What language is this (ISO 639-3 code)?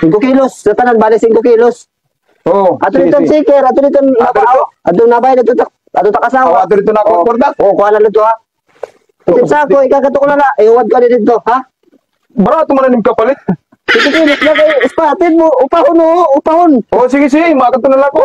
war